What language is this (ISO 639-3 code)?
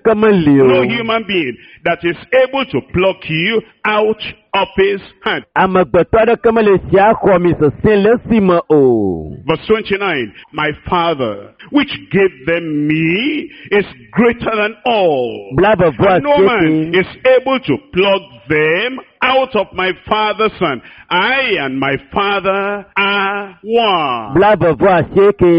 ewe